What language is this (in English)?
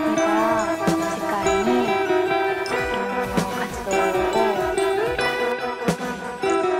Japanese